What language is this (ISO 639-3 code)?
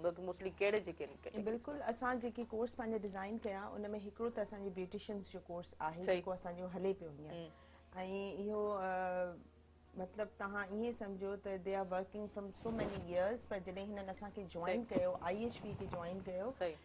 snd